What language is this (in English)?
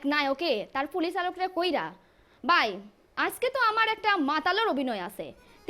Sylheti